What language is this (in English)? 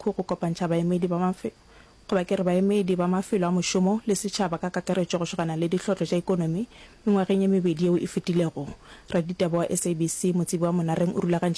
Northern Sotho